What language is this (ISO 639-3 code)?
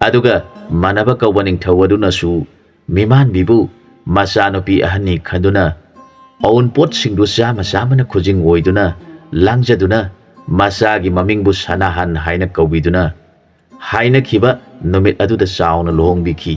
mni